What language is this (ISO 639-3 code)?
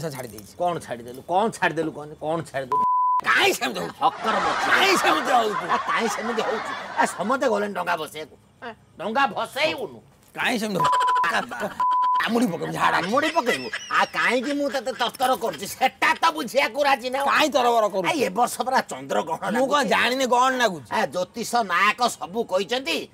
ori